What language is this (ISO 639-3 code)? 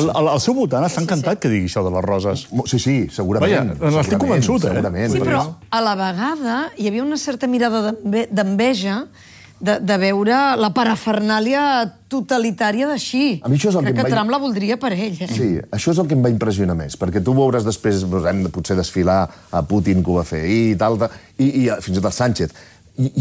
cat